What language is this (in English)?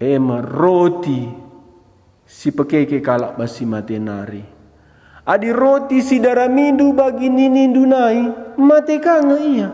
Batak Karo